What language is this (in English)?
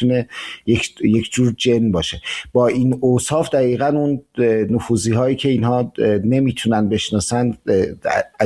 Persian